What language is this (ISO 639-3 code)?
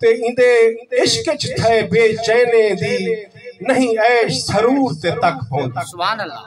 skr